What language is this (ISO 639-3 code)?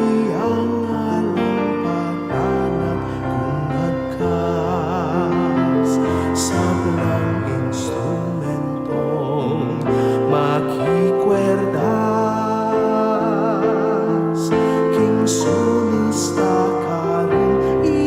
pam